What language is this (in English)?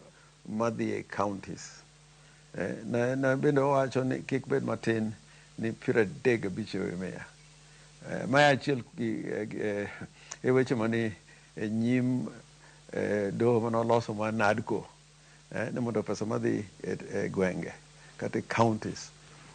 Luo (Kenya and Tanzania)